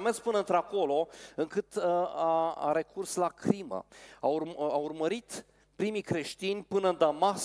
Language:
Romanian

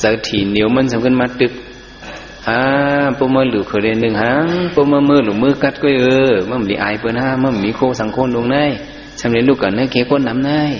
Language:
Shan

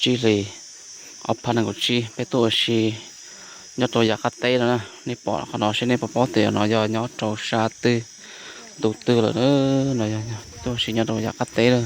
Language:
Hmong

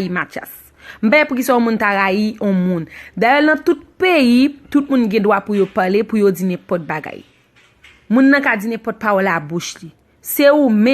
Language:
Haitian Creole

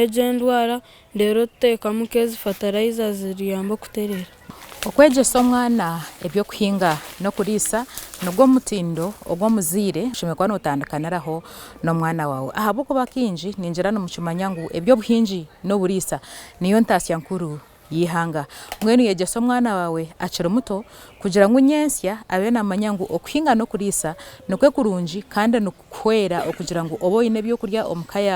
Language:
Nyankole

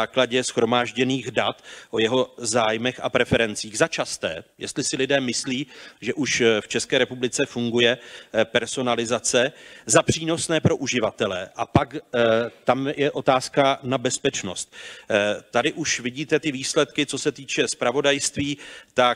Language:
Czech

